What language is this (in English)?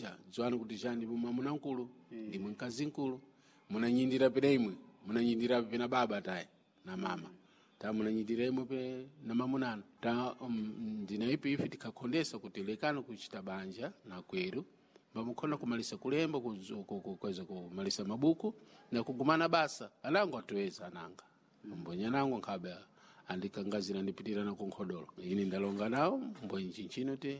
Sena